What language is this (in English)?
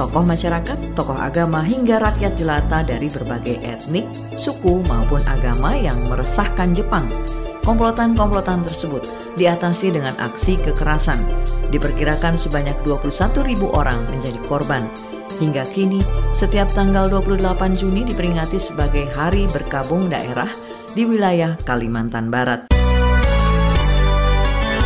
Indonesian